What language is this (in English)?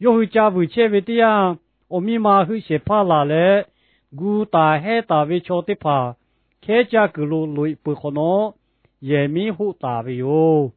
Lahu